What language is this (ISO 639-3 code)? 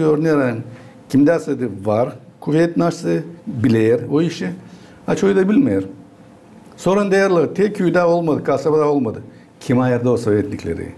gag